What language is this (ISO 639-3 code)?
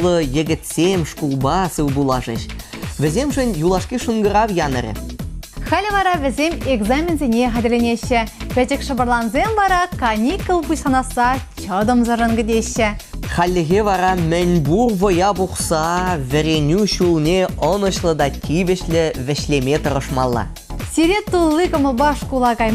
chv